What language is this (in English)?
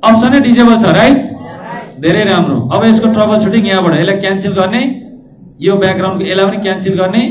Nepali